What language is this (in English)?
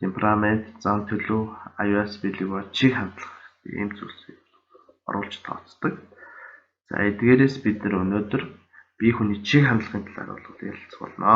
Mongolian